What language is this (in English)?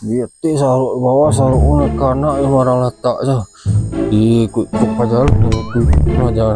Minangkabau